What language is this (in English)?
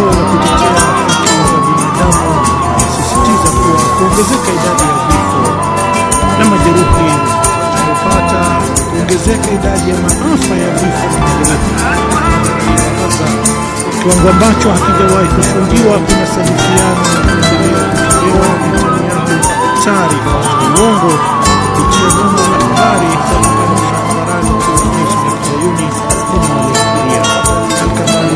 Swahili